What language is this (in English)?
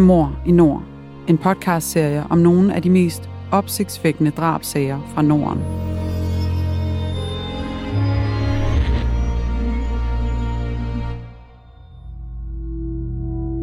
Danish